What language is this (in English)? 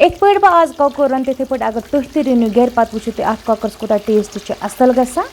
Kashmiri